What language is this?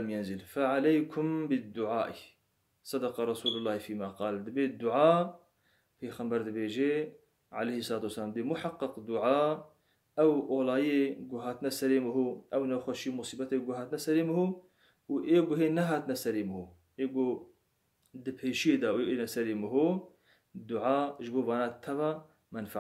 Kurdish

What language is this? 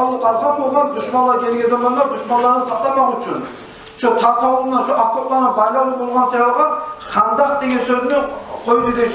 Kumyk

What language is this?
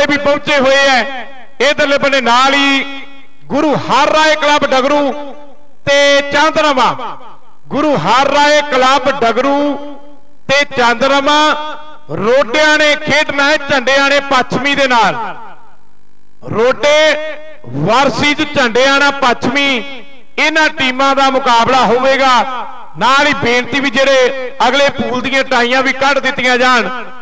Punjabi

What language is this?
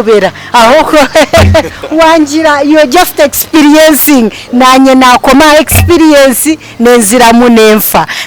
Nyankole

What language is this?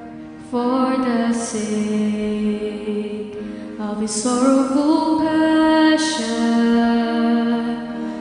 Pampanga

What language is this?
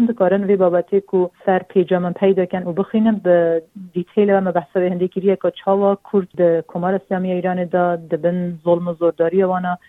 Kurdish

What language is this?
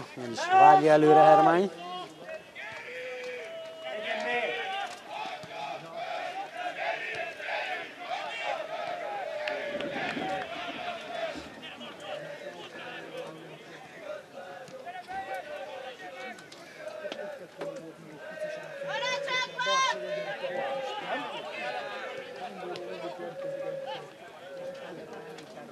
Hungarian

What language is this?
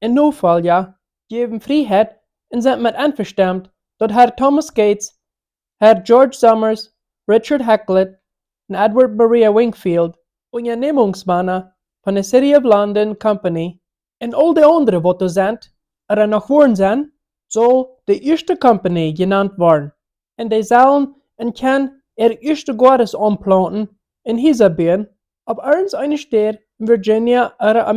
Plautdietsch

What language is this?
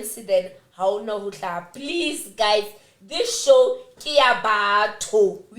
Southern Sotho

